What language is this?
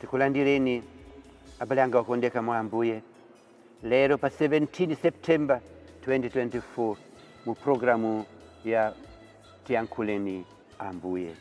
Nyanja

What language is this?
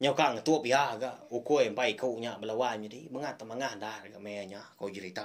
Iban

